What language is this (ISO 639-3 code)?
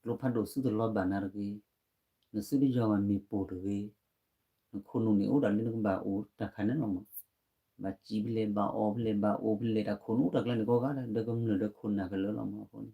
ksw